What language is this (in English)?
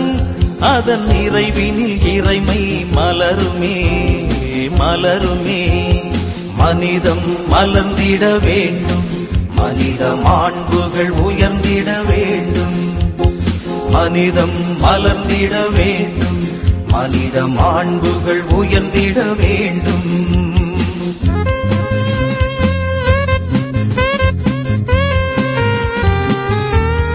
Tamil